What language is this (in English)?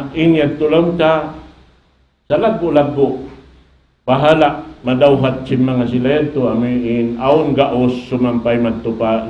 Tausug